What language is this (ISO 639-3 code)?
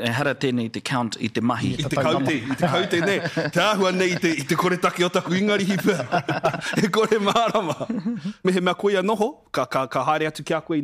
mri